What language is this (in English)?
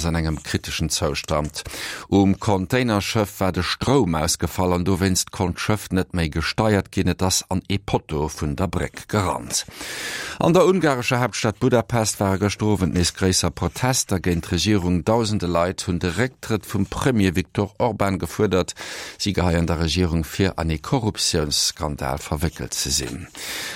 Luxembourgish